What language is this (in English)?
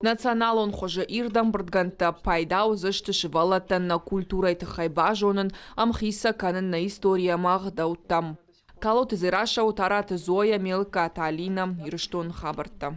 Ossetic